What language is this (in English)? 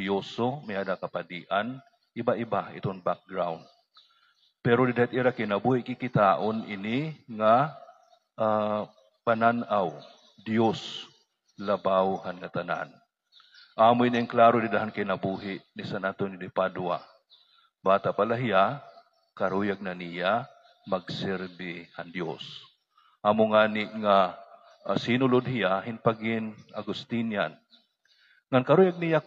Waray